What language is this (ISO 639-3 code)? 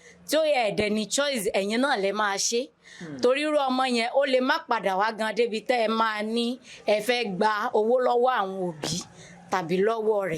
yor